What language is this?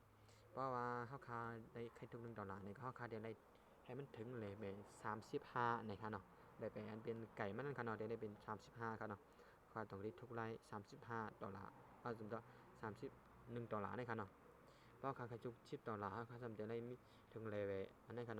Shan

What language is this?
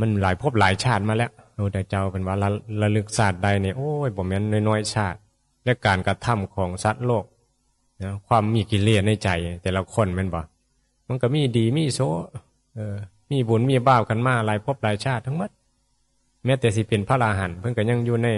Northeastern Thai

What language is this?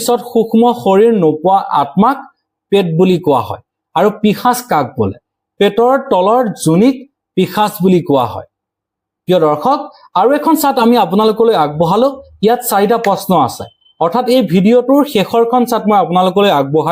Assamese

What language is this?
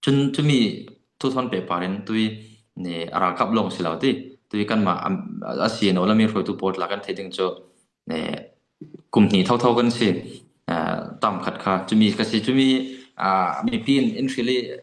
Falam Chin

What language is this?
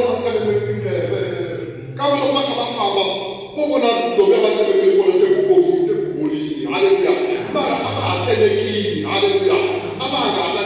Tsonga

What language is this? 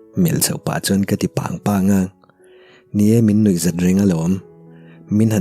Mizo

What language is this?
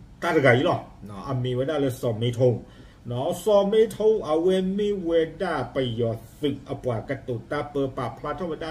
S'gaw Karen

